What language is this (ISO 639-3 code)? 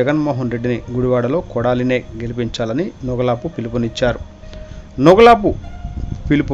tel